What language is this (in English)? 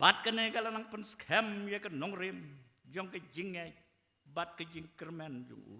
Khasi